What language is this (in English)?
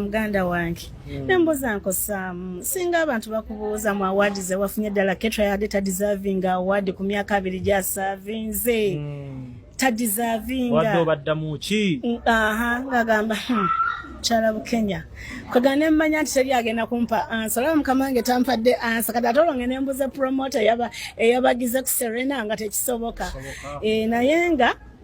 Ganda